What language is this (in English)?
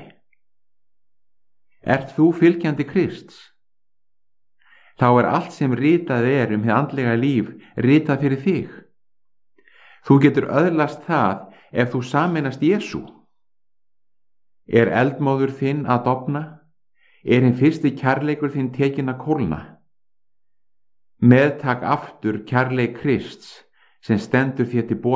Icelandic